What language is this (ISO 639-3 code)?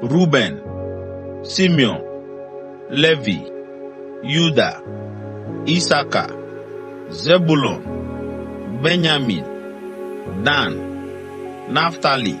ewe